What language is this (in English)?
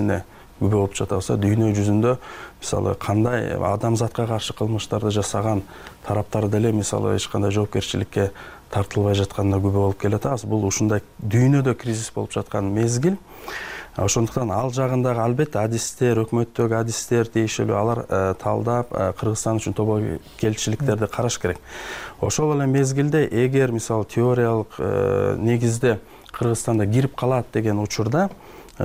Kyrgyz